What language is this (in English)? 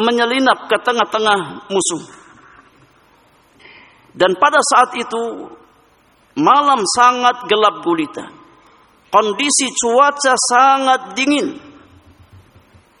Indonesian